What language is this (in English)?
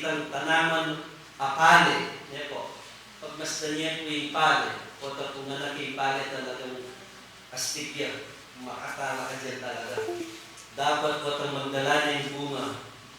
Pampanga